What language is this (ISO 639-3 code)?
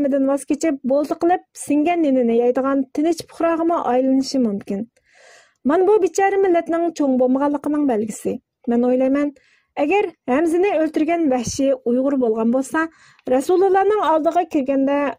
uig